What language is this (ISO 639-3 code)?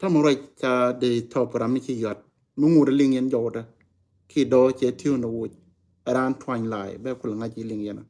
nus